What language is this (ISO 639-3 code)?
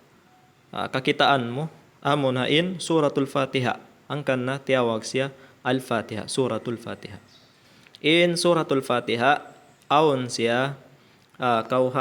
tsg